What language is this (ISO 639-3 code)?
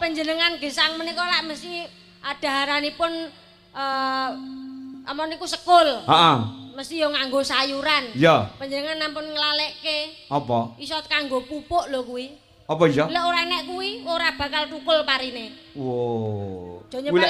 jav